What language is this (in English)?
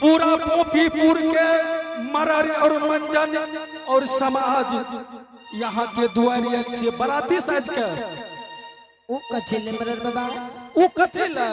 Angika